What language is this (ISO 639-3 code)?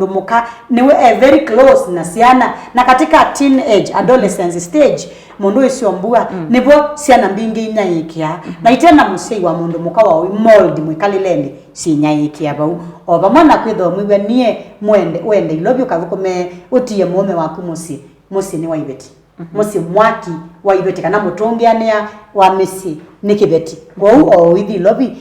kam